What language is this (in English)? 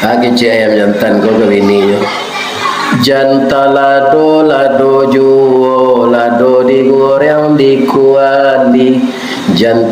Minangkabau